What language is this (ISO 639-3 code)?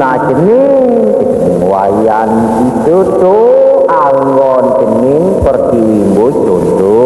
ban